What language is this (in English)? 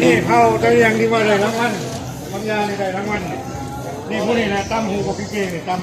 Lao